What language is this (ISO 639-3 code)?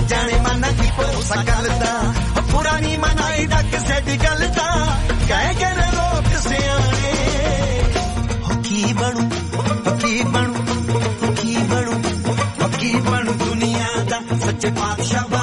pan